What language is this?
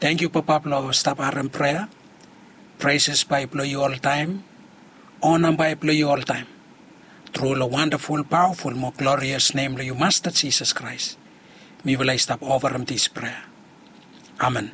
Bislama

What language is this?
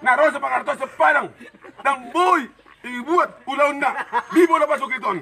Batak Toba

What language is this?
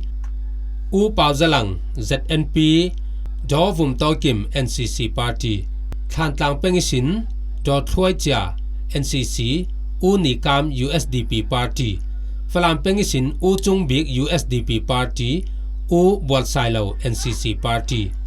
Falam Chin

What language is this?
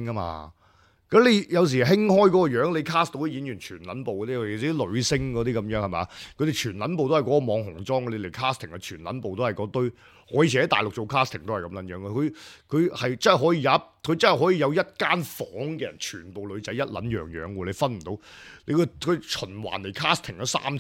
Cantonese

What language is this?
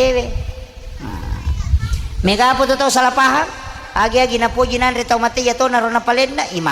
Buginese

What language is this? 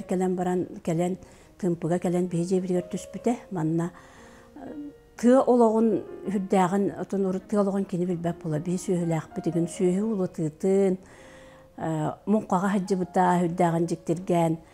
Yakut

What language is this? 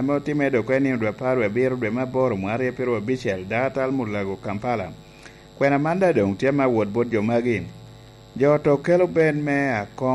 Lango (Uganda)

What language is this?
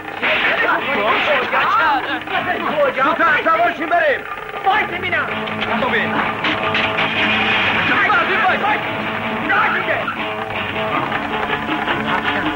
Persian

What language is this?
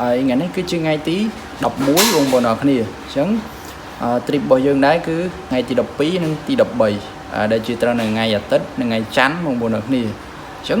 Khmer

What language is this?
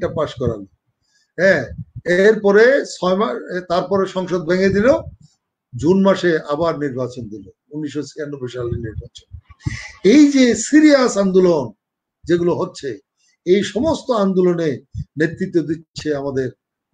Bangla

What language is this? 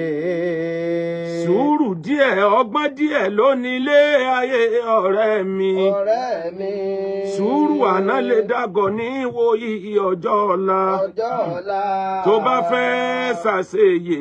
Yoruba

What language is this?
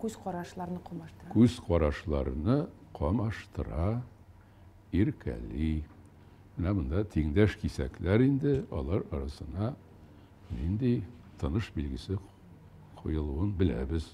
Tatar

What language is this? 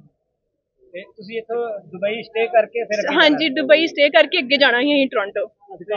Punjabi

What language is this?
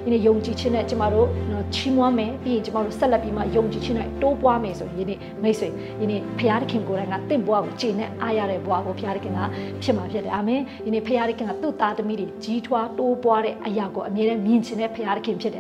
Burmese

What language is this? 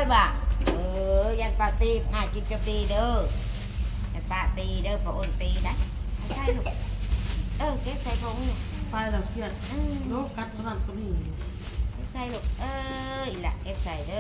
Northeastern Thai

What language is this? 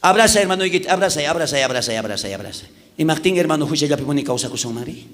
South Bolivian Quechua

